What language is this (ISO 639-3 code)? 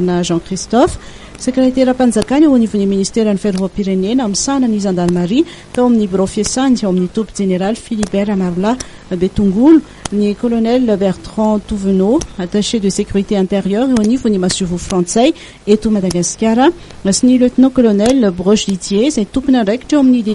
mlg